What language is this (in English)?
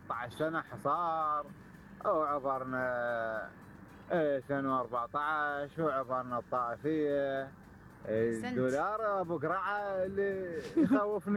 Mesopotamian Arabic